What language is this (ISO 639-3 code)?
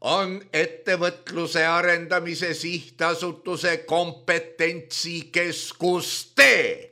est